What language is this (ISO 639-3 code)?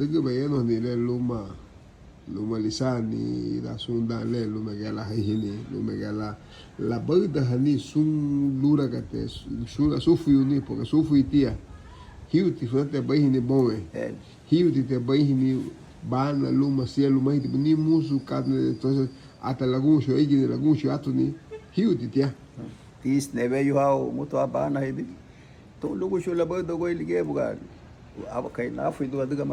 cab